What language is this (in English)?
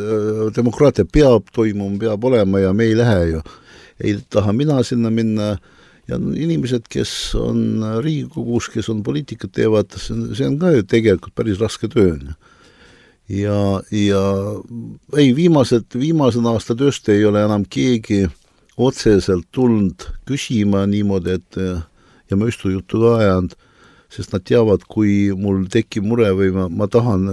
Estonian